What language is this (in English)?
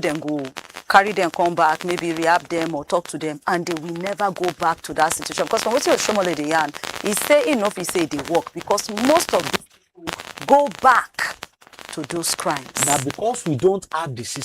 Nigerian Pidgin